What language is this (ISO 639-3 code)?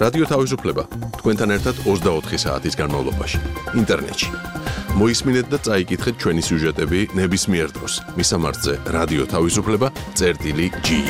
kat